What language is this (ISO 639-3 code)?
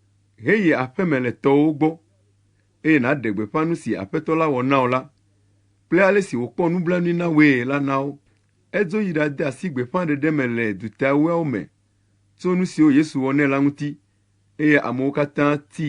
ewe